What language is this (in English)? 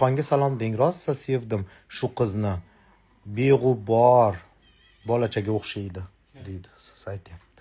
Uzbek